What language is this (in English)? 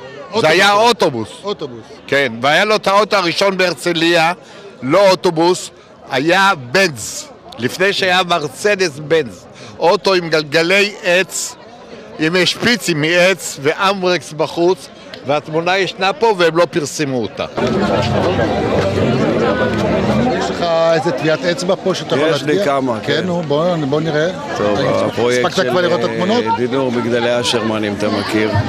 Hebrew